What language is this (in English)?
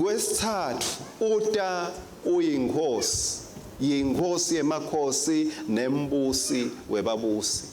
Swati